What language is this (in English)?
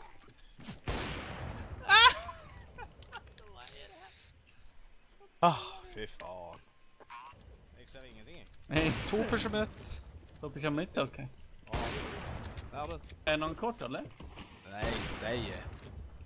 Norwegian